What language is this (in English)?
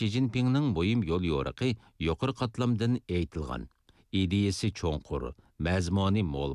Uyghur